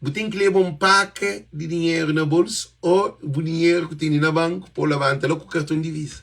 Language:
Kabuverdianu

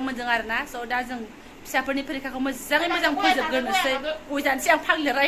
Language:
Bodo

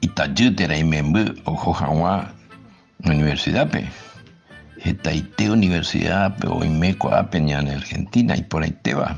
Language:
Guarani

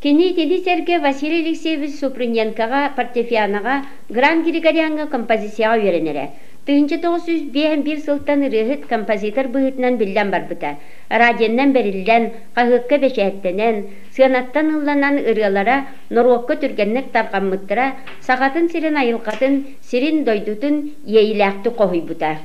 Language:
Yakut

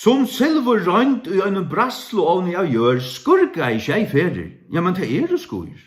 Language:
Faroese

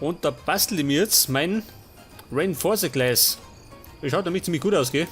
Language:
Bavarian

